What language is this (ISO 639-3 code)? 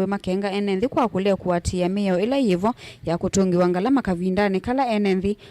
kam